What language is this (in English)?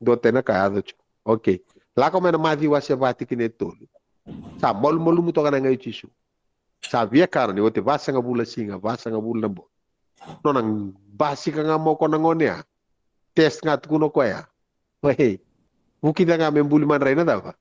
Fijian